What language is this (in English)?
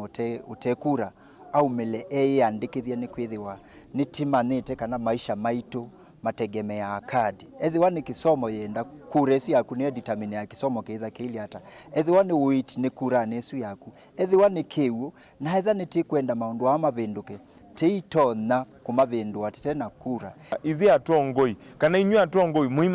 Kamba